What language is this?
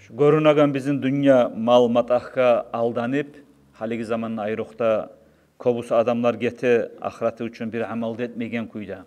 Kumyk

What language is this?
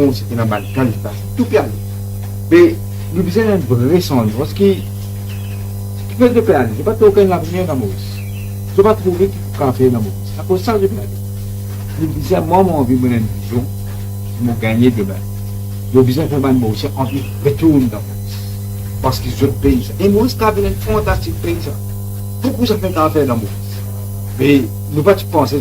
Morisyen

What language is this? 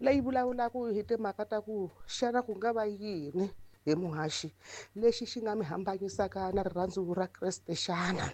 Tsonga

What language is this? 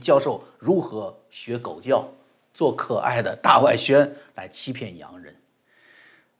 Chinese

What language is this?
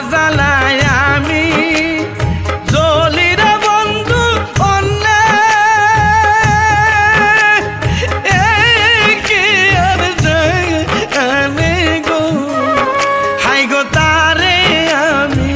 Bangla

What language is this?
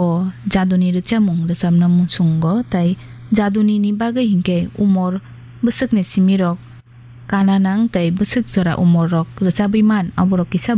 Kok Borok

